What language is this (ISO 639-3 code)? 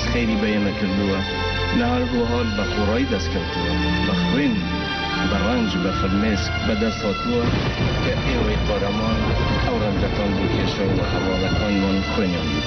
kur